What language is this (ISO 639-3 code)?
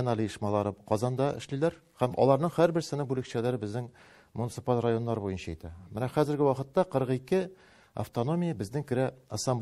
tat